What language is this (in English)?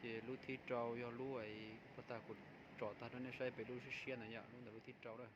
Hmong